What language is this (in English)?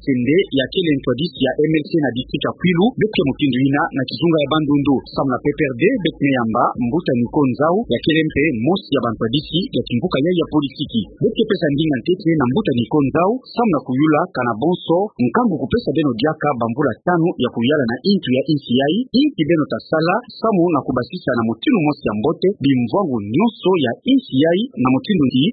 Kituba (Democratic Republic of Congo)